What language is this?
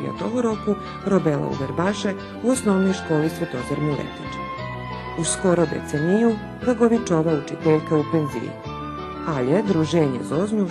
Rusyn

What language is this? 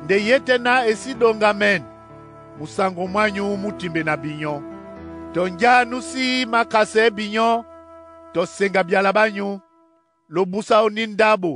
Duala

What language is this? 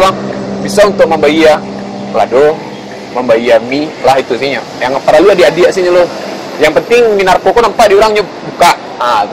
Minangkabau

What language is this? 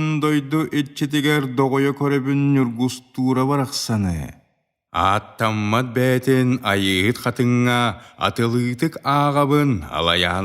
Yakut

